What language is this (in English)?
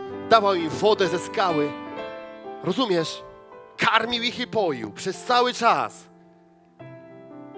Polish